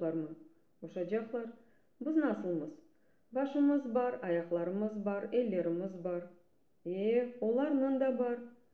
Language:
Crimean Tatar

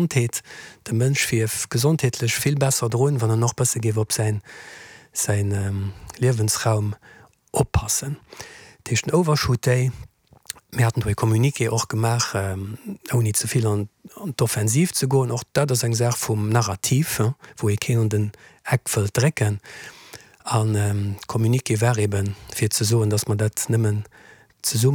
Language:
Luxembourgish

